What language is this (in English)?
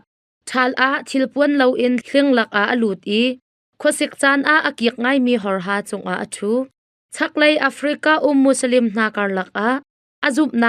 Hakha Chin